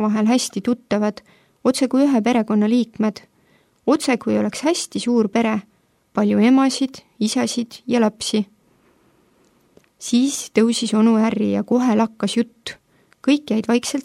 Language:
Estonian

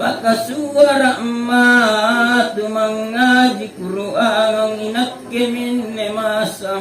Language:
Makasar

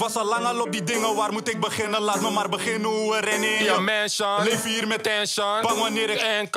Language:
Dutch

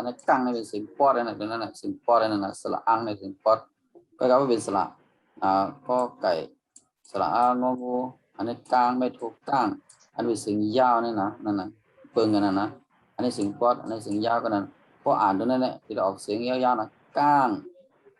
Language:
Shan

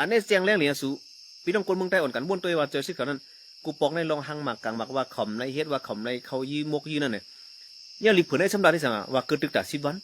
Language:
Shan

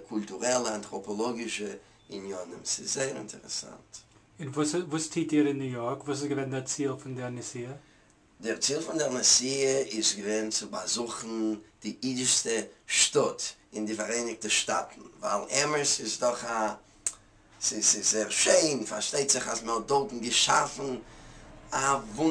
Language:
Yiddish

